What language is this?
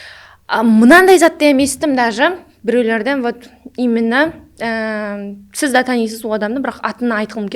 Kara-Kalpak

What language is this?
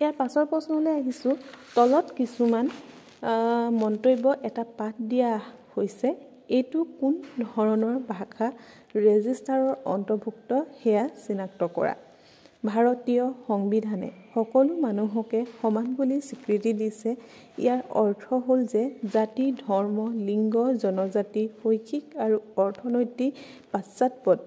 Assamese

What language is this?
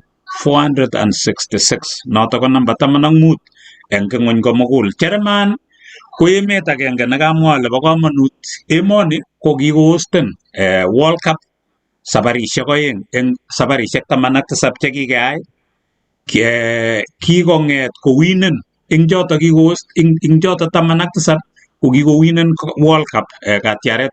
Kalenjin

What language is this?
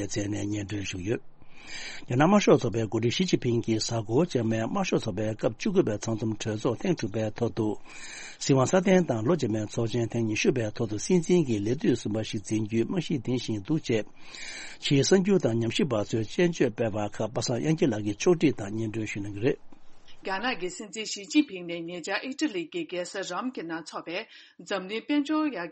Tibetan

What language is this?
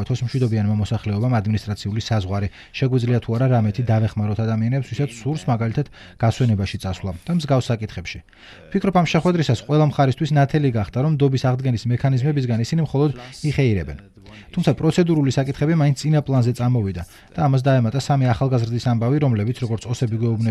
Georgian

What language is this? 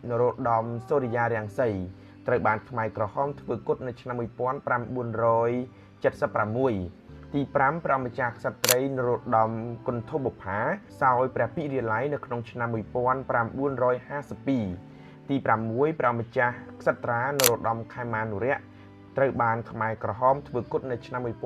Khmer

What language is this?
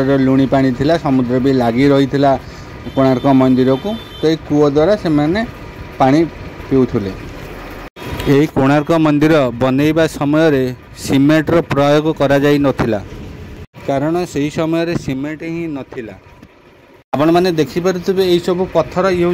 Odia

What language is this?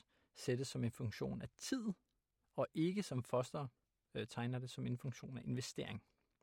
Danish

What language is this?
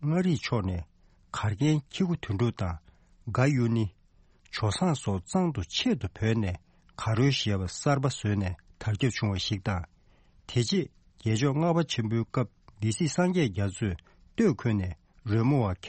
Tibetan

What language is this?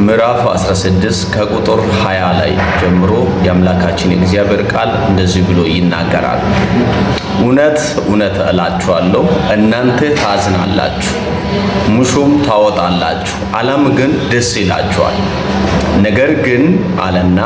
Amharic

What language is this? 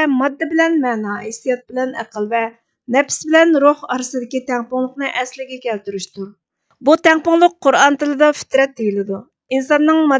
Uyghur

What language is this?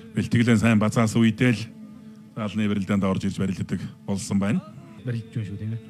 Mongolian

